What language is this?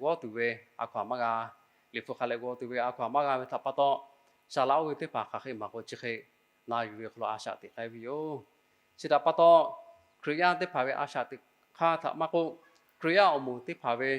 Lahu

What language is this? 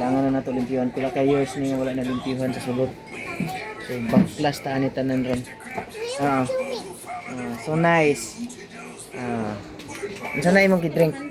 Cebuano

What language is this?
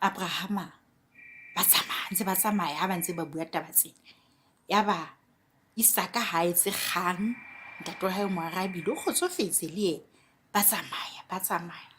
Southern Sotho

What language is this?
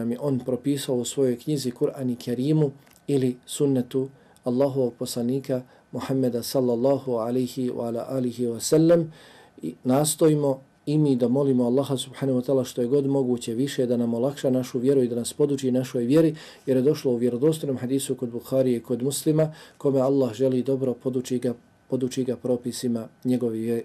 Bosnian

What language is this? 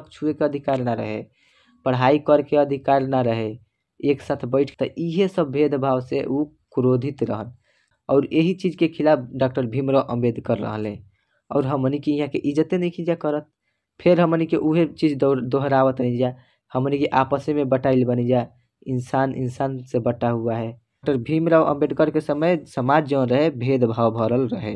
Bhojpuri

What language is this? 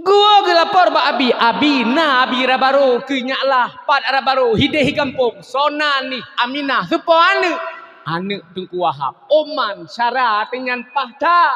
Achinese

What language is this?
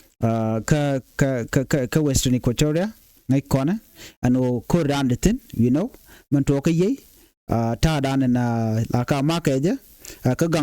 Nuer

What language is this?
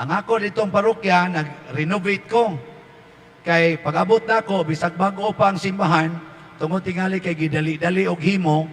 Cebuano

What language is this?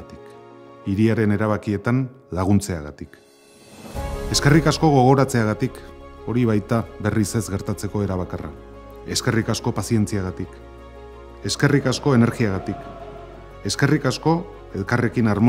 Basque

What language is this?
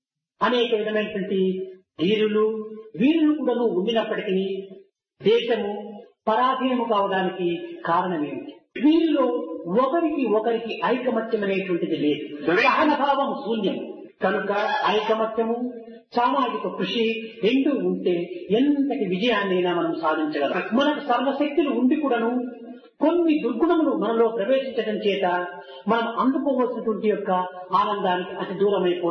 Telugu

